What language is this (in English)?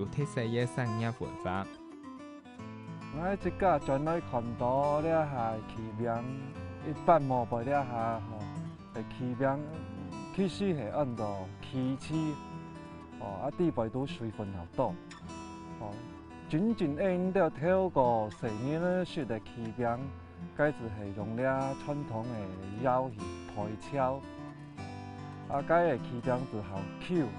Hakka Chinese